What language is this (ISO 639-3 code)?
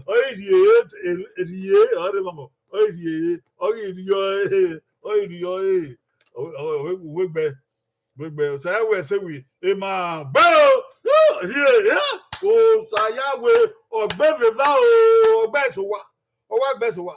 bin